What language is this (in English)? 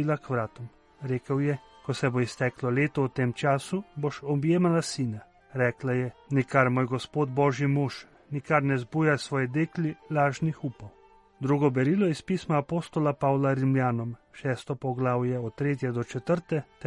Slovenian